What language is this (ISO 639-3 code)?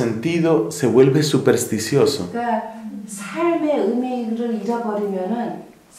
kor